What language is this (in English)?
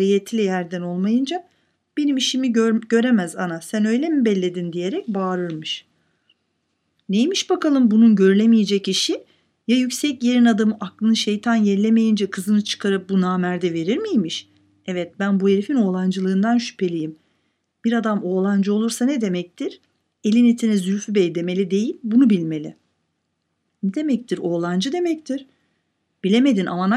Turkish